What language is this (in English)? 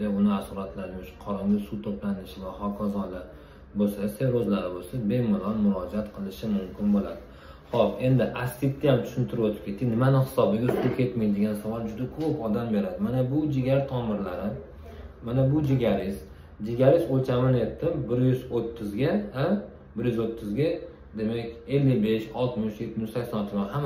Uzbek